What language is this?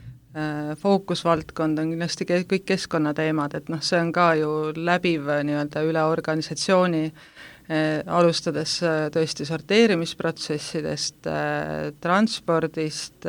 Estonian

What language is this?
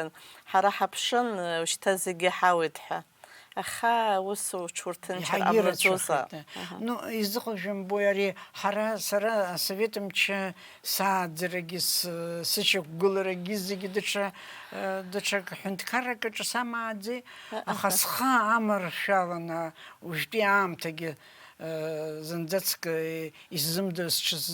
Abkhazian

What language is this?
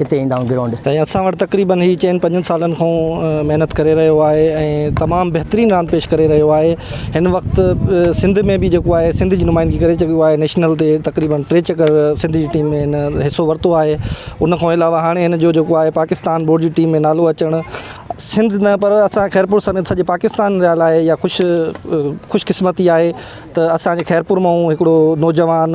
Sindhi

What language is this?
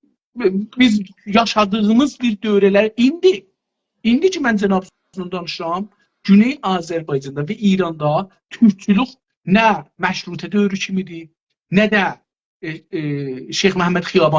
South Azerbaijani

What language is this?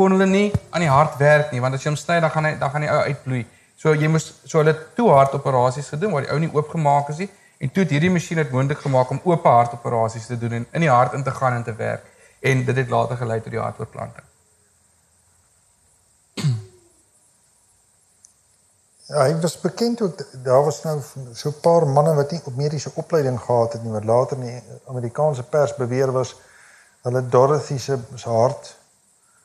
Afrikaans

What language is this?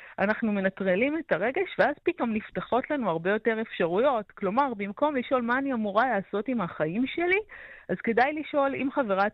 Hebrew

